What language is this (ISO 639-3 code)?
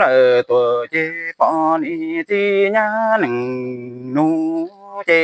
hmn